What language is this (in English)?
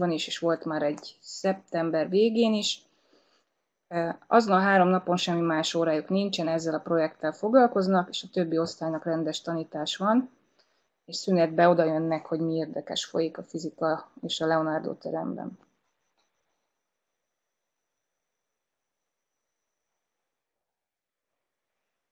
Hungarian